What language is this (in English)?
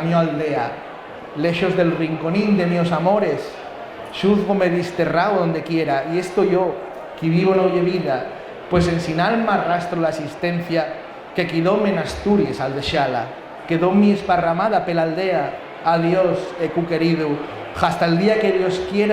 Asturian